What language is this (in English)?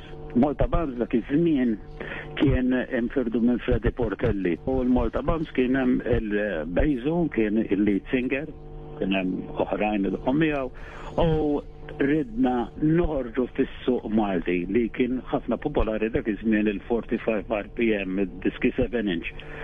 Maltese